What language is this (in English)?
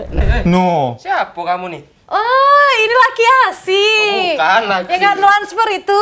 Musi